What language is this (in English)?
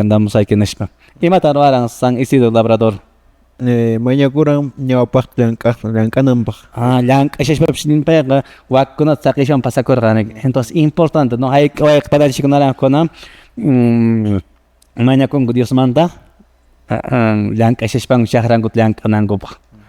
Quechua